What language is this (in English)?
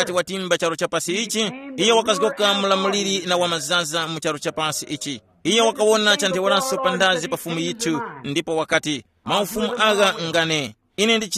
Tumbuka